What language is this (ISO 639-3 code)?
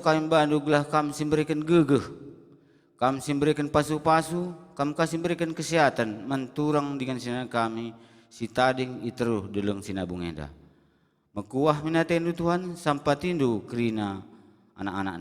btx